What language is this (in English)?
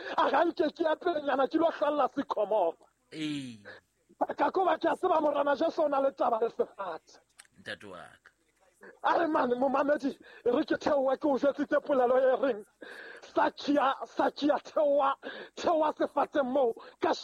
Southern Sotho